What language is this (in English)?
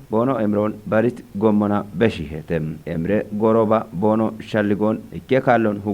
Kafa